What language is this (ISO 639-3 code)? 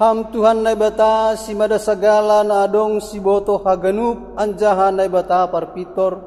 bts